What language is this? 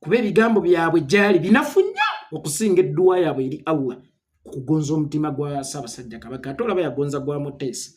Ganda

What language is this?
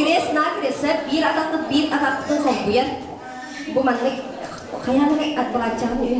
Yakut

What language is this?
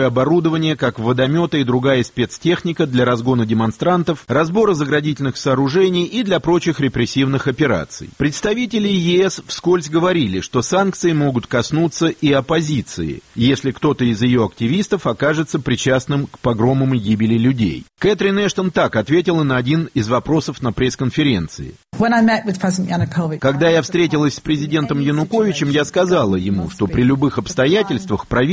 Russian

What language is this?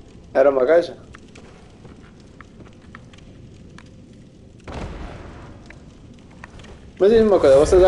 Portuguese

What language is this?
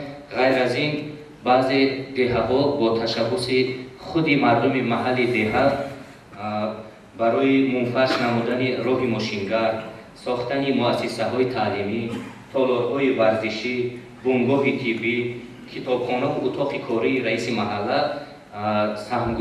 Tajik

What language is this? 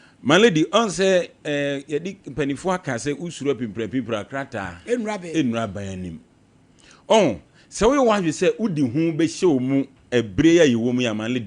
Akan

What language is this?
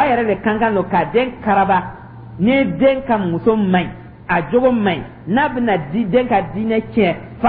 Dyula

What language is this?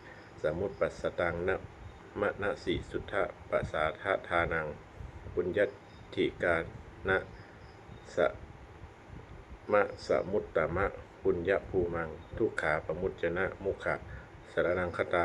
Pali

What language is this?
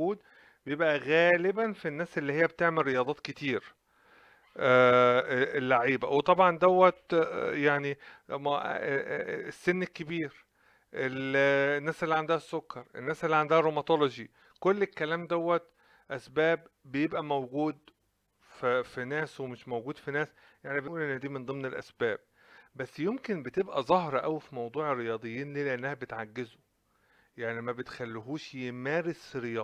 Egyptian Arabic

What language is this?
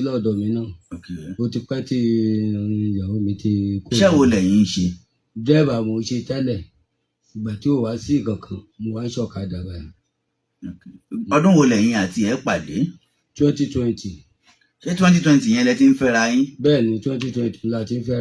Yoruba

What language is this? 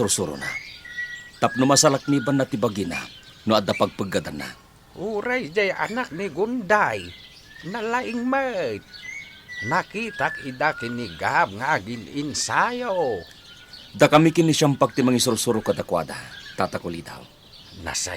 Iloko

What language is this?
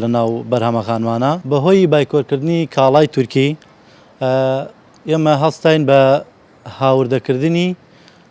Central Kurdish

